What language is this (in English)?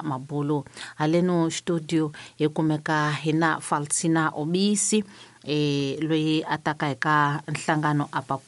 Tsonga